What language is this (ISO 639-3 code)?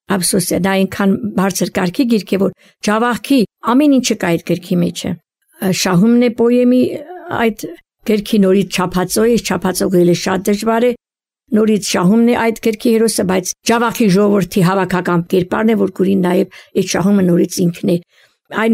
hye